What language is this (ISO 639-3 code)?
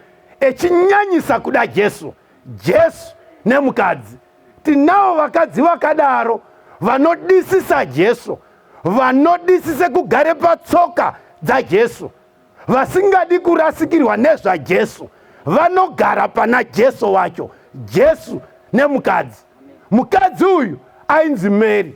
sna